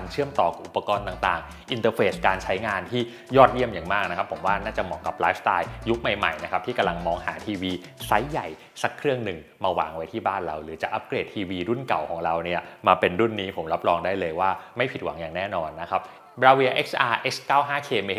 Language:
Thai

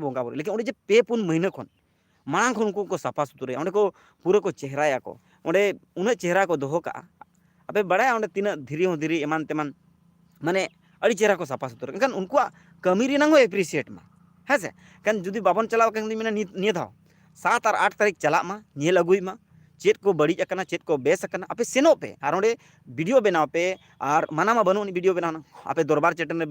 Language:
Santali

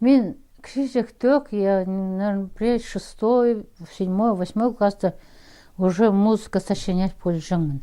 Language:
Khakas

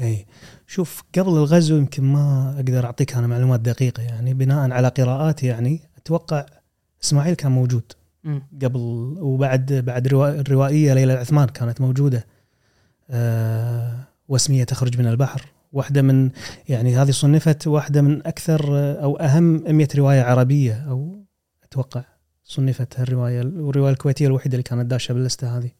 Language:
Gulf Arabic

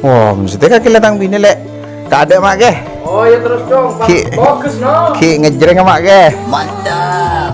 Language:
Madurese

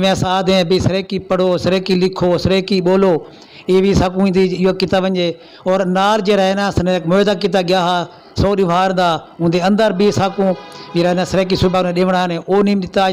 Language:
Saraiki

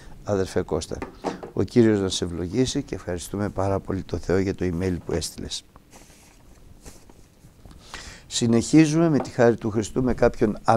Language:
Greek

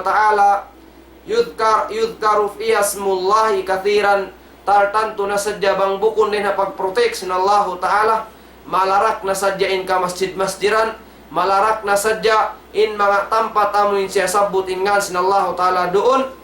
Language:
Tausug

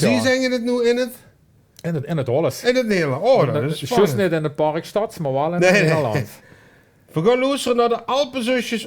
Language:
Limburgish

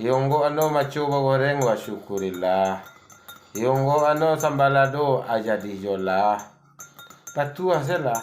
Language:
Minangkabau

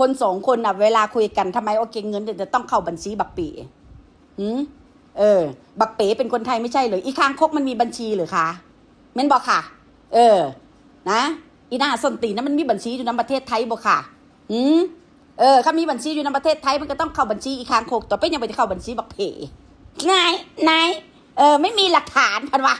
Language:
Northeastern Thai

